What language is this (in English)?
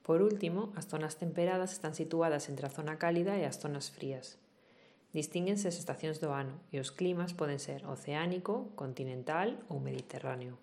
Galician